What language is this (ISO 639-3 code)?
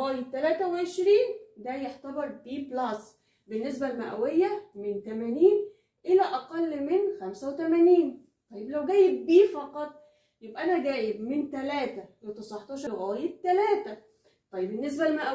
arz